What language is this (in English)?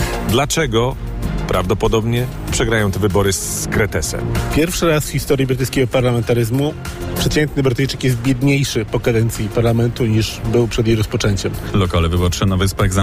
Polish